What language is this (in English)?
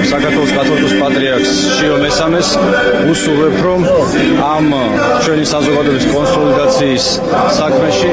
Georgian